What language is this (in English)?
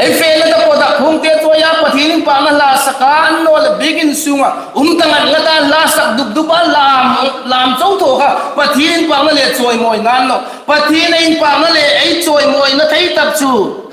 Hmar